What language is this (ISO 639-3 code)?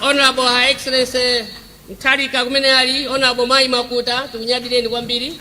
nya